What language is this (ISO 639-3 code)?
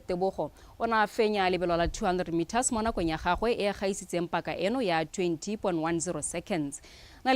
tsn